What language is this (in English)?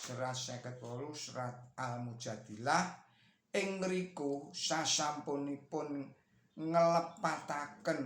Javanese